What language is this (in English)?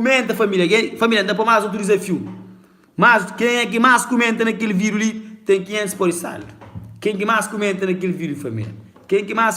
Kabuverdianu